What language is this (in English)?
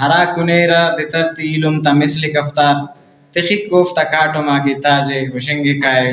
Brahui